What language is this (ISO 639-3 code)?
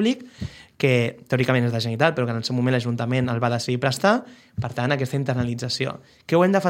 cat